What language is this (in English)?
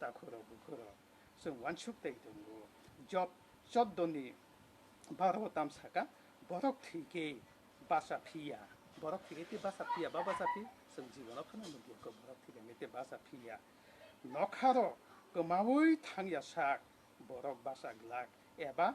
Kok Borok